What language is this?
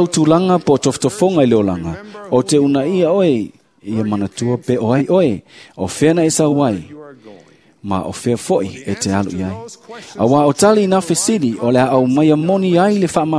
Samoan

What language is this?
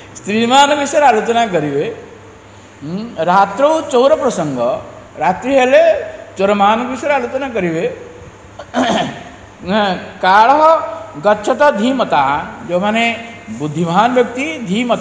Odia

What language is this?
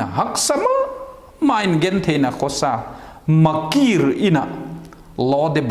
Vaiphei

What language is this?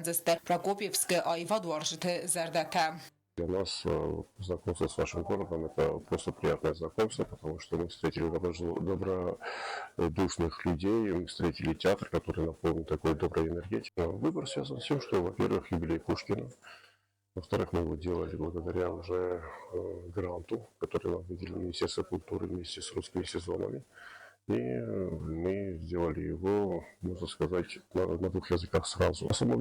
Ossetic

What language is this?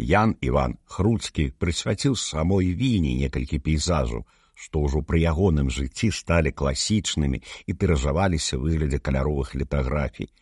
Belarusian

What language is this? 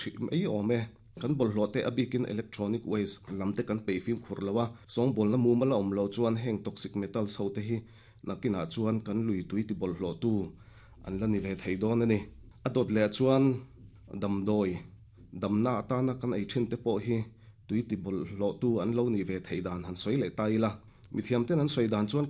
Mizo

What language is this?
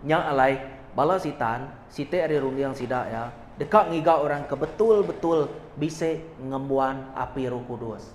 Iban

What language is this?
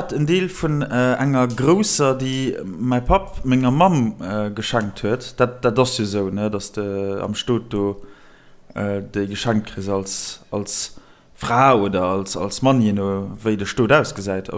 Luxembourgish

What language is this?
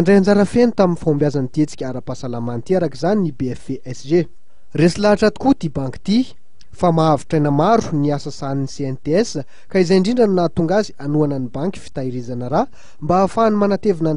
Malagasy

